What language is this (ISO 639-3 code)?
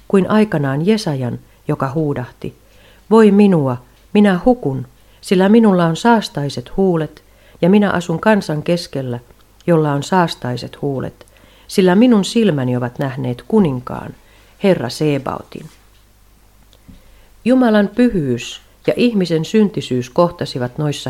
fin